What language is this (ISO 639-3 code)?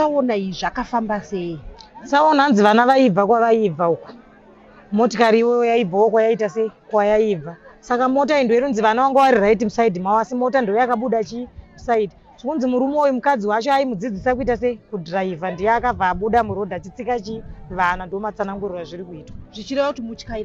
sna